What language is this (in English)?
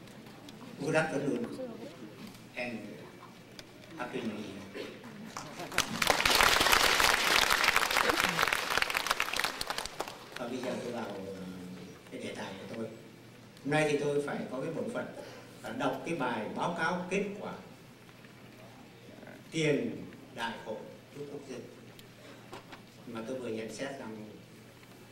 Vietnamese